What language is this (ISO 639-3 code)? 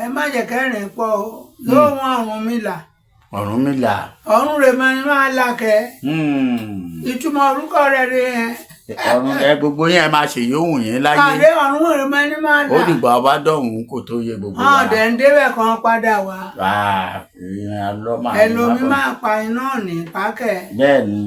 yor